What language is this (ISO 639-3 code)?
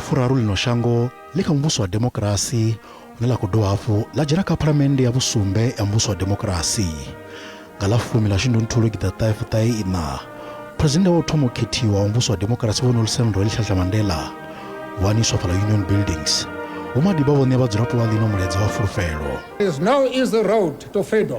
ven